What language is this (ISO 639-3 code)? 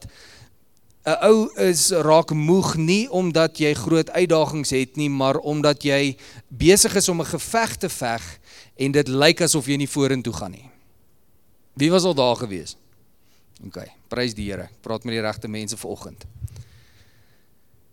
afr